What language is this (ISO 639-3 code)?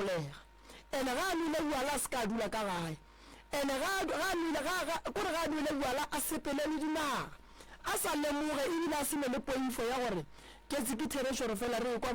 nso